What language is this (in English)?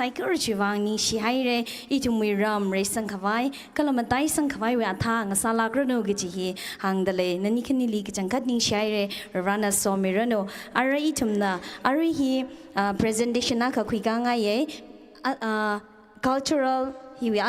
Tangkhul Naga (India)